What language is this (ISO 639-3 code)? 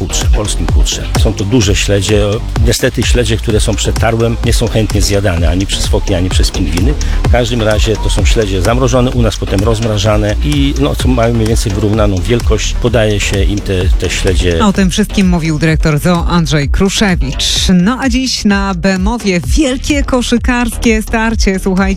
pol